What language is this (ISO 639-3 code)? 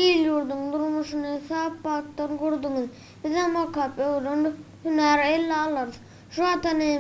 tuk